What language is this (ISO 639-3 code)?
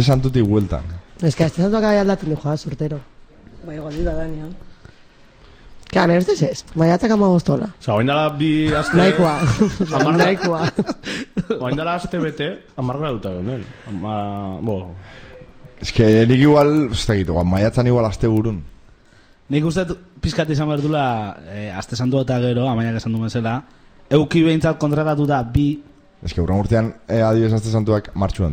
eus